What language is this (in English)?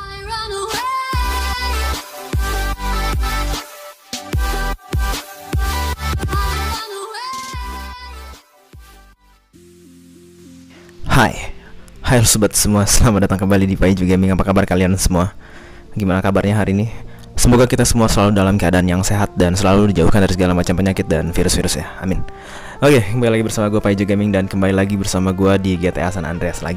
Indonesian